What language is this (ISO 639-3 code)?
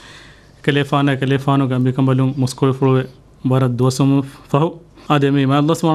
div